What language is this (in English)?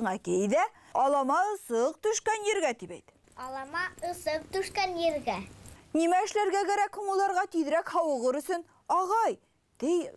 Bashkir